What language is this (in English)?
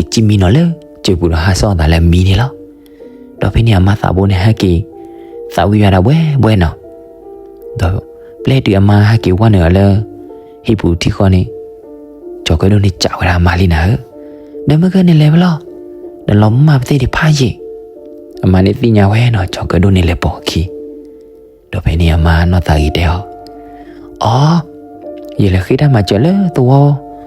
S'gaw Karen